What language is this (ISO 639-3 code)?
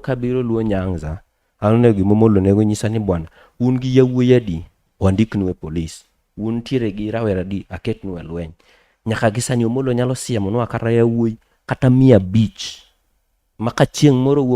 luo